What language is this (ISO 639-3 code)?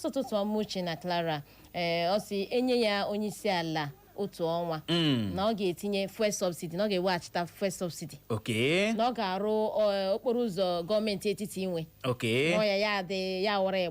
ibo